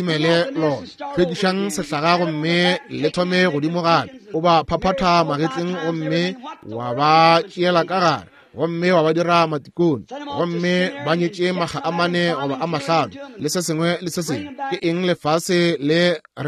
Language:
Northern Sotho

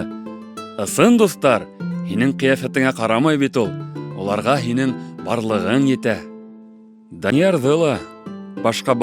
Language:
Bashkir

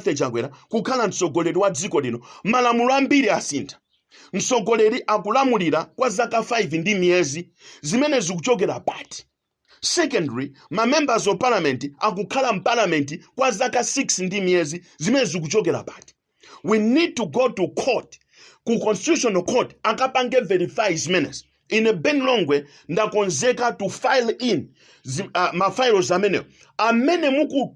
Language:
Nyanja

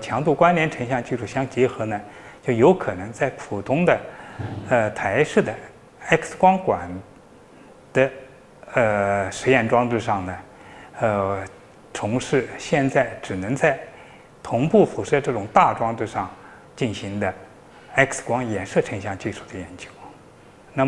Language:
Chinese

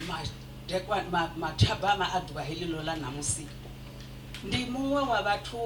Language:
Venda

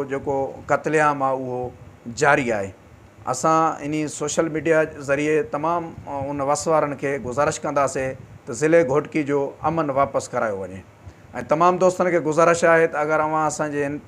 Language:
Sindhi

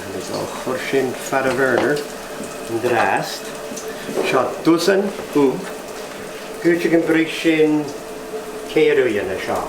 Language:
Scottish Gaelic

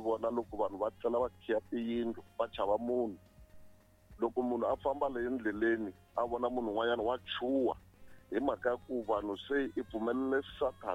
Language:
Tsonga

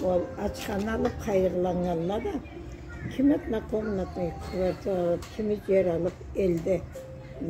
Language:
Karachay-Balkar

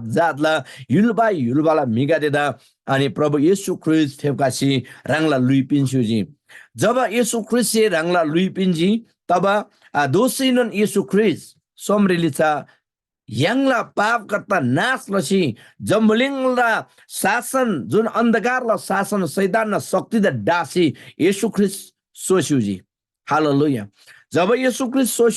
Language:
Eastern Tamang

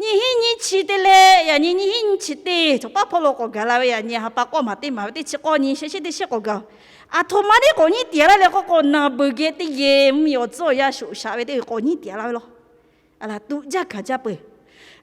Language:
Lahu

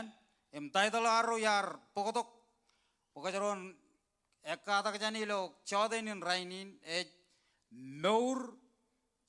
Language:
Marshallese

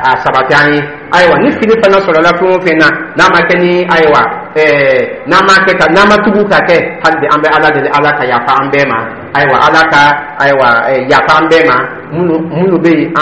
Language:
Dyula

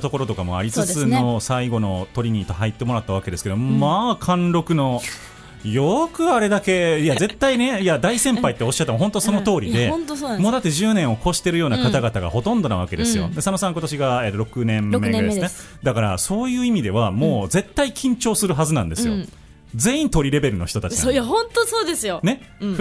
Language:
Japanese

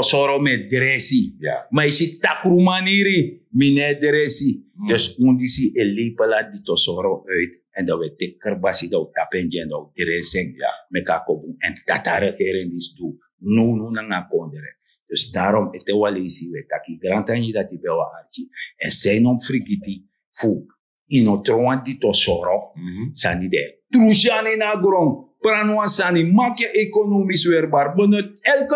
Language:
Sranan Tongo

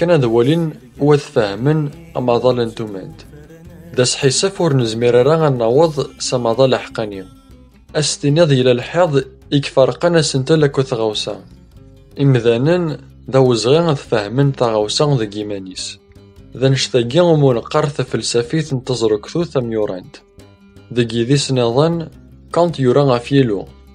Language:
Kabyle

